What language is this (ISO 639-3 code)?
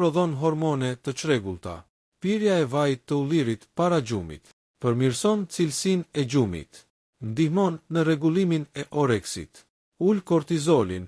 sqi